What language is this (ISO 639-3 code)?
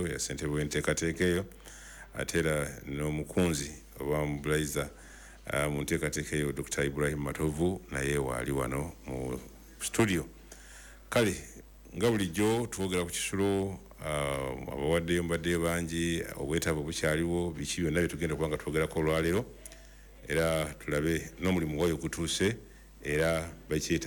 lug